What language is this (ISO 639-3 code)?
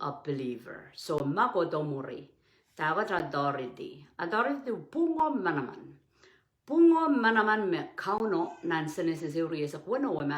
pon